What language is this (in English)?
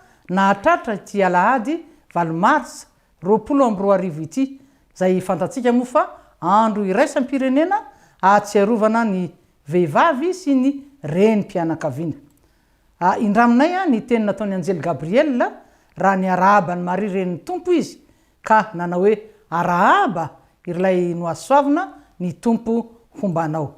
Malagasy